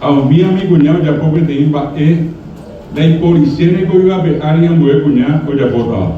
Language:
Guarani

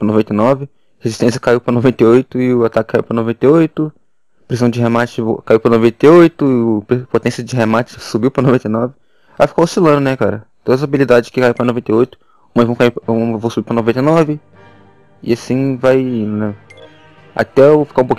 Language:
Portuguese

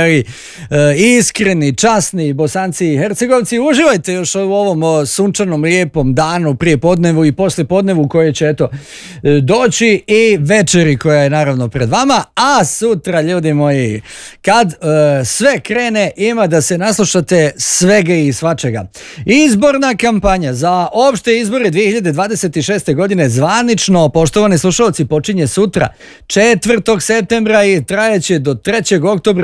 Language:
Bosnian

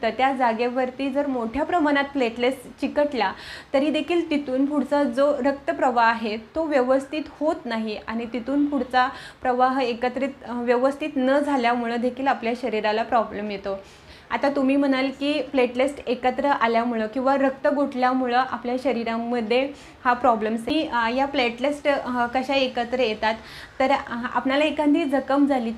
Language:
Marathi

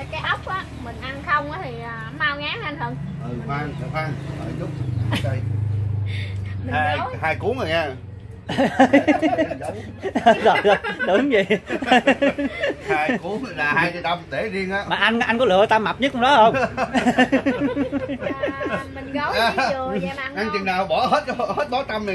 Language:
Vietnamese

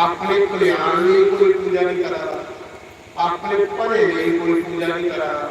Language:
Dogri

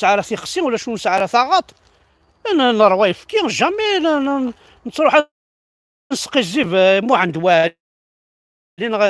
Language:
Kabyle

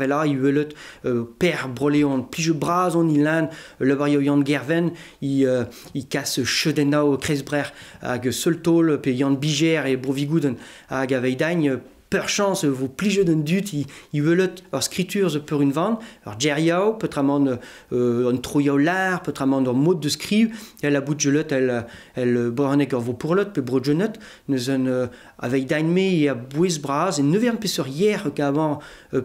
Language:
Breton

